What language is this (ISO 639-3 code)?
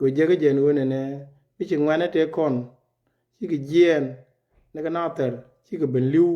nus